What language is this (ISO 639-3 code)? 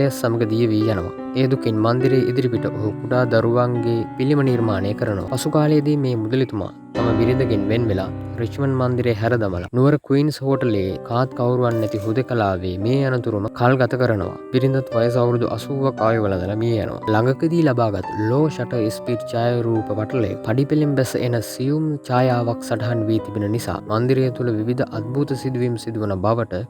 sin